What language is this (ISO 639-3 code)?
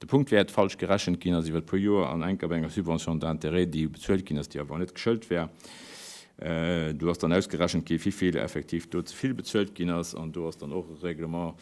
ltz